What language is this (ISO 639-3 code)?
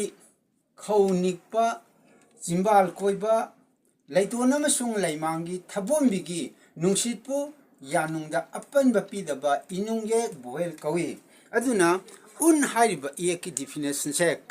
mni